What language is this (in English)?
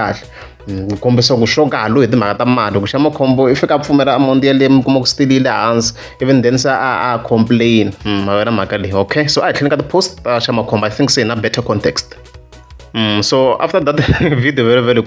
Tsonga